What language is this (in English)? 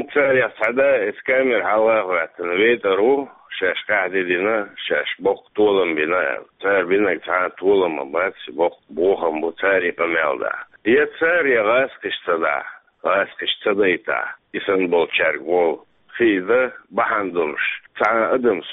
Chechen